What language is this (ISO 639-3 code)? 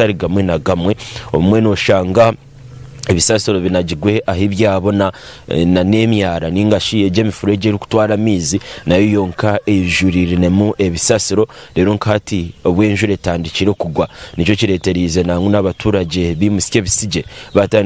nyn